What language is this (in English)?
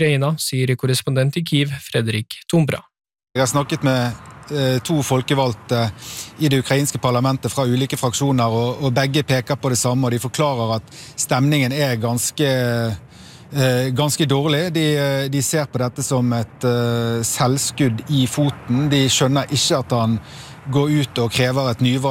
Norwegian